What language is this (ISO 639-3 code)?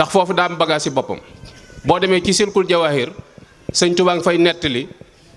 wol